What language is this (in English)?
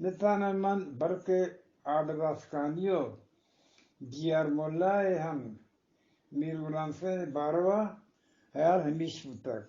Eastern Balochi